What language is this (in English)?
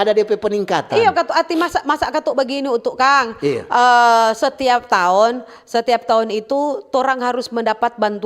Manado Malay